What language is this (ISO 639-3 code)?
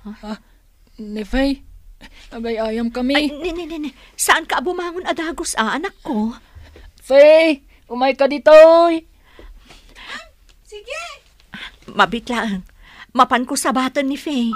ilo